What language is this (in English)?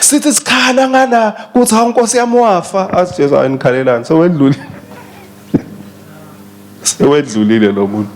Swati